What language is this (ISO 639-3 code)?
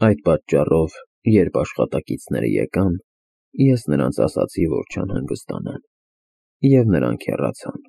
hye